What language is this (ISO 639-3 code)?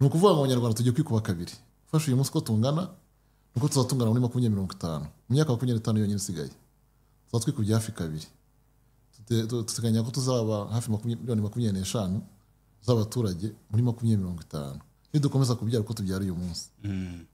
kin